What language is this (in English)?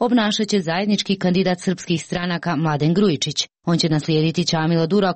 Serbian